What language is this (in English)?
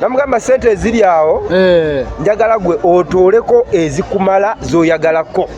Ganda